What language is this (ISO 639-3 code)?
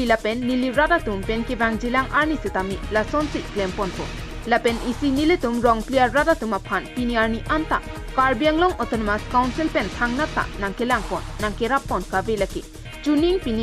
mjw